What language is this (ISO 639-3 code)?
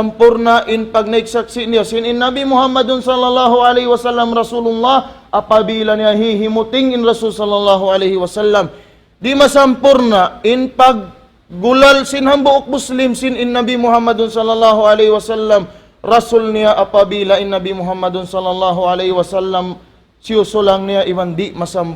tsg